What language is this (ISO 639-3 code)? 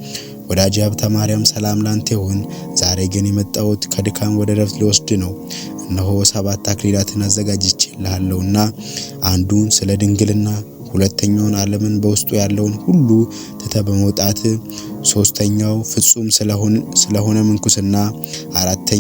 amh